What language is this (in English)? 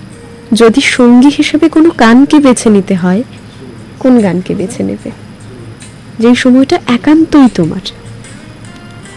Bangla